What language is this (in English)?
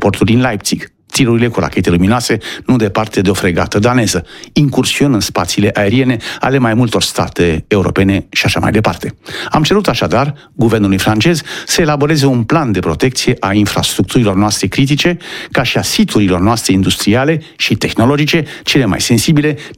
Romanian